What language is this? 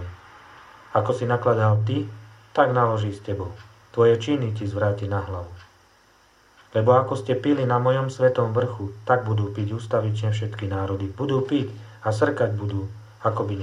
Slovak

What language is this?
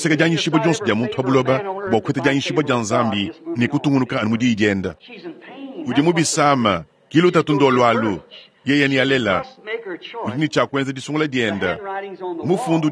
Luba-Lulua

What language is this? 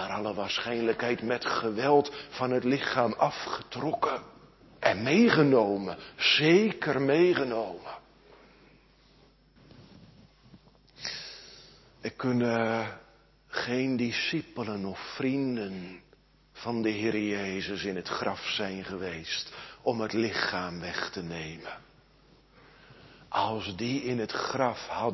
Dutch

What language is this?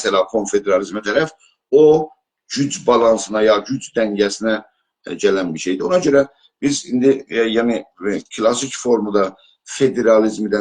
South Azerbaijani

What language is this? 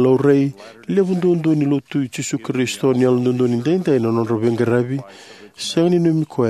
Fijian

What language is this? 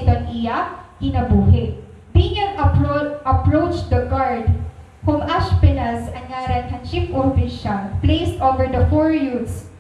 Waray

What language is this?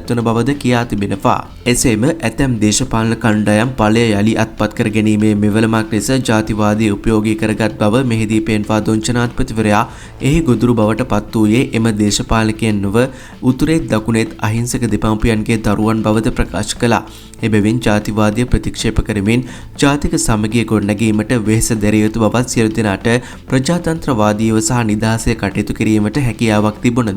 Sinhala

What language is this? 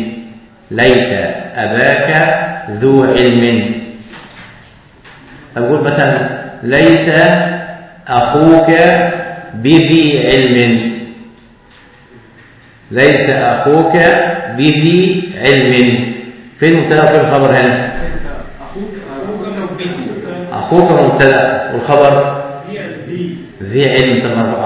Arabic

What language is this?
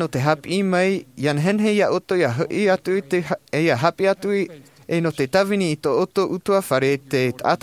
Tahitian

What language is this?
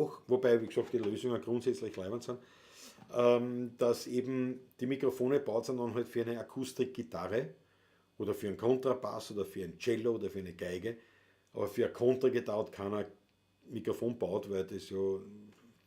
Bavarian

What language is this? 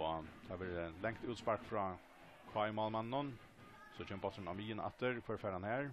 Faroese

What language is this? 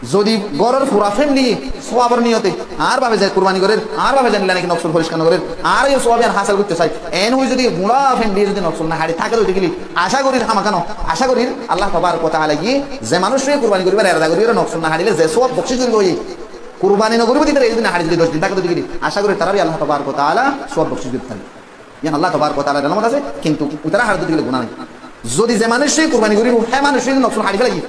Rohingya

